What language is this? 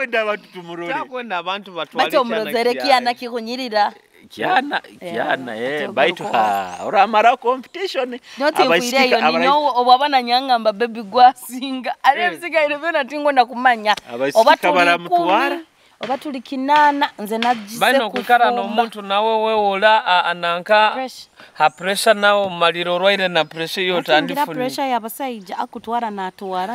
Nyoro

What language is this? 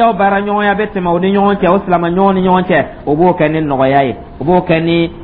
Dyula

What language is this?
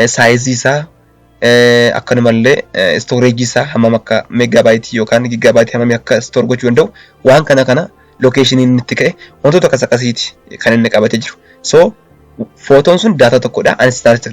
Oromo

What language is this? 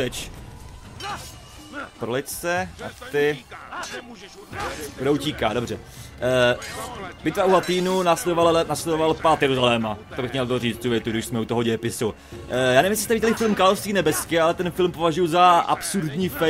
Czech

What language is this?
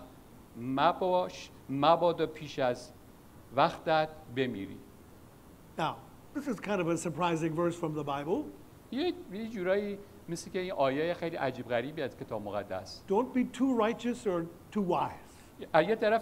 Persian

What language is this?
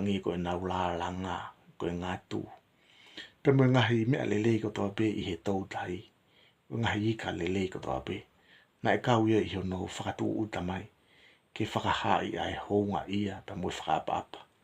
Tongan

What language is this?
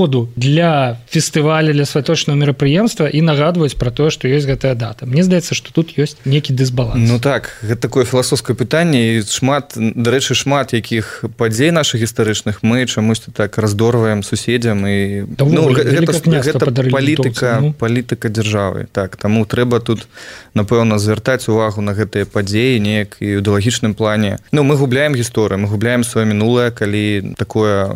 Belarusian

